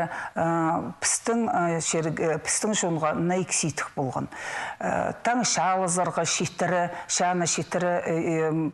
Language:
Khakas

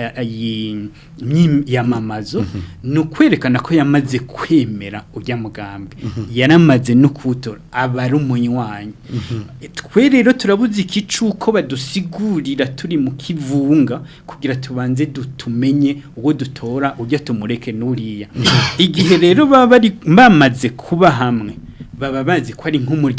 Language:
Rundi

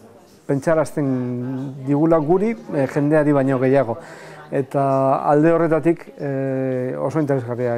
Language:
Basque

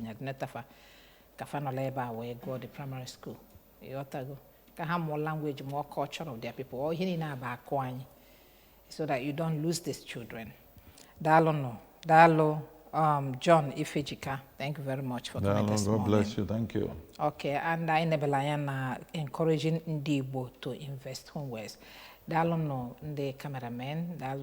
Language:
Igbo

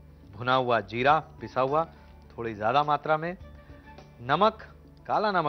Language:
Hindi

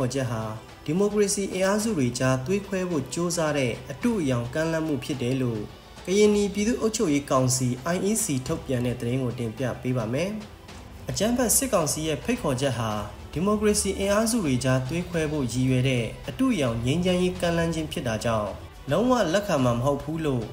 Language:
Burmese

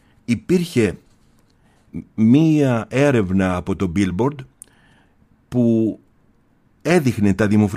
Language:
Greek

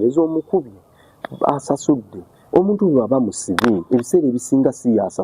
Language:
Ganda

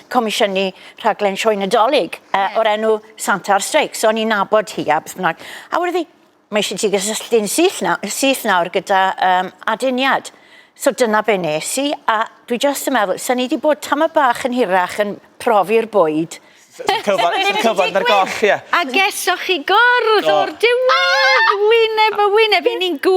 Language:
Welsh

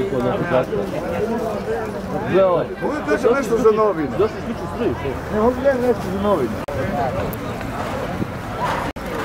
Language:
Croatian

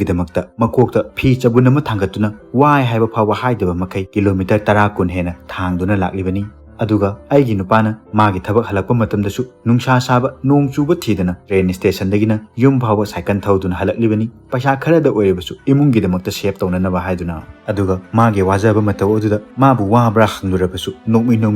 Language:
Manipuri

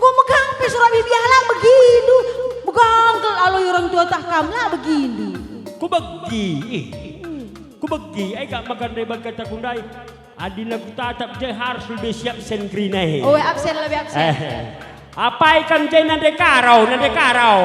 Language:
Batak Karo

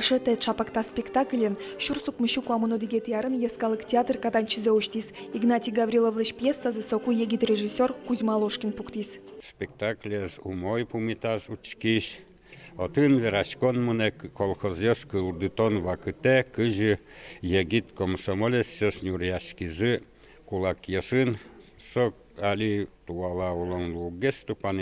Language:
Udmurt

